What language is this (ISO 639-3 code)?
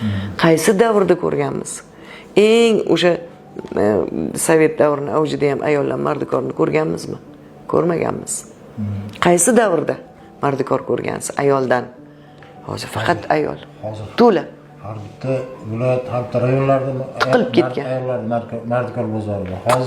uzb